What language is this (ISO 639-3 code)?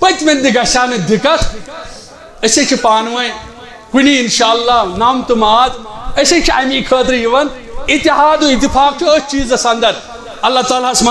kas